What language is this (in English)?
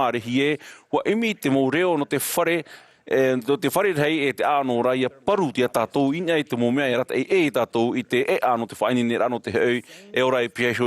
Tahitian